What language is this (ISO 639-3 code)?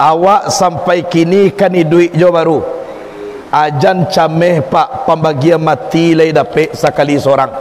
min